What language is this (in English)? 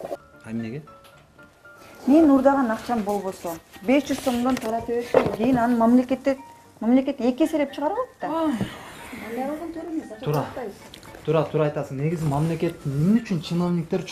Kyrgyz